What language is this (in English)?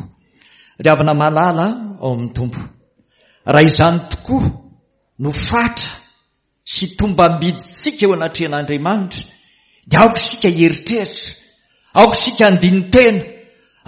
Malagasy